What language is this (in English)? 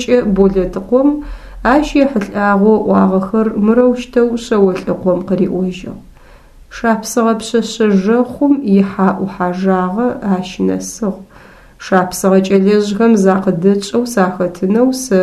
Adyghe